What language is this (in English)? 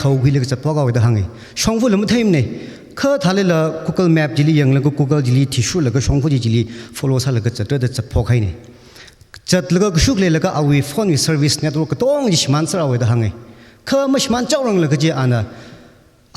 Tangkhul Naga (India)